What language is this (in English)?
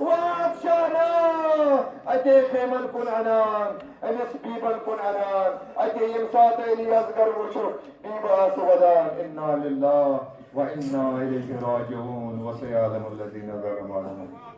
Kashmiri